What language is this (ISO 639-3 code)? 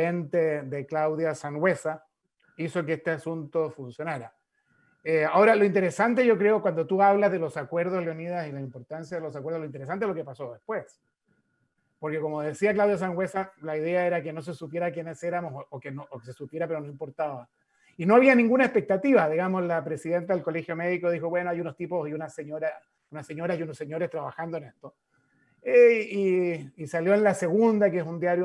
spa